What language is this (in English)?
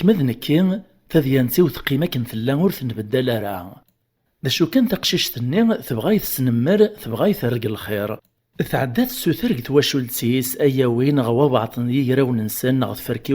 Kabyle